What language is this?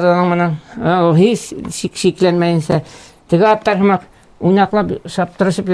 Bashkir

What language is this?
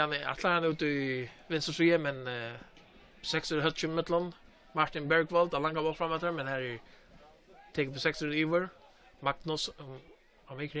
Faroese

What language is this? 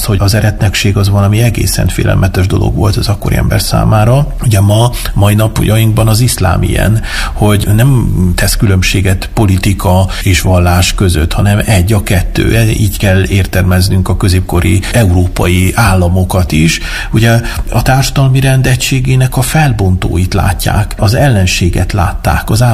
Hungarian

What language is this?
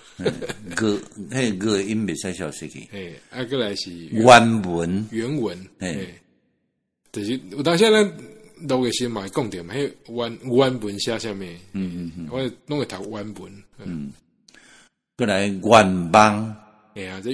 Min Nan Chinese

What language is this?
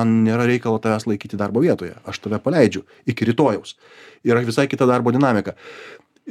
Lithuanian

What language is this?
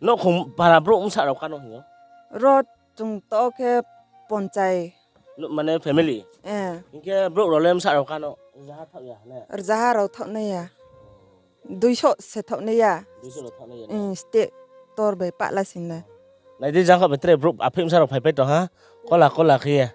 Riang (India)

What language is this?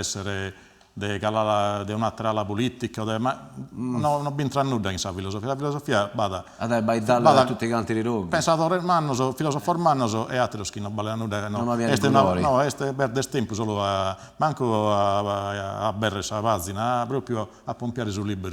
Sardinian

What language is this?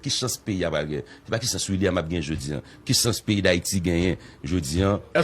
Haitian Creole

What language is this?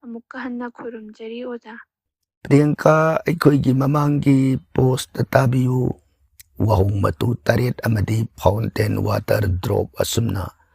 Manipuri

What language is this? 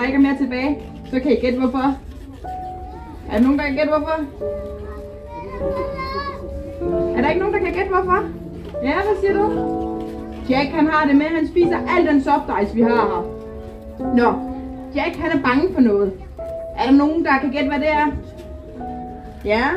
Danish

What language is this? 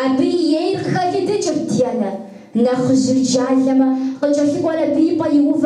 Kabardian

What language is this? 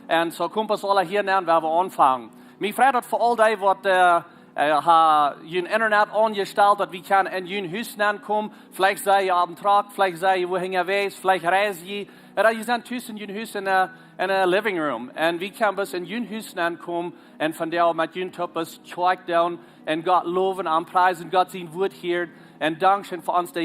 Plautdietsch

